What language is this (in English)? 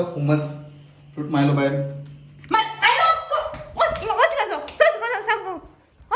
Konkani